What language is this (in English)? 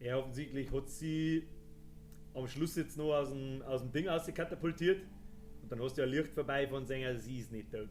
Bavarian